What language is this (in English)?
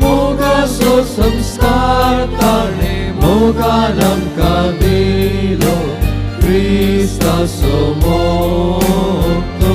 Konkani